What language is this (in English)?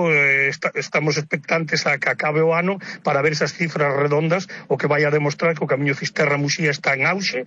Galician